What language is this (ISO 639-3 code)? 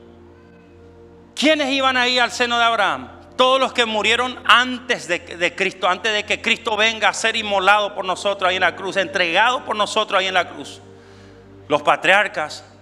spa